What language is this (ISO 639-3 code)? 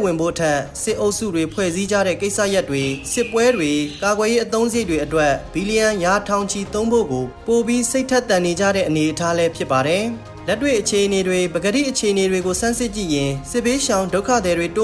mya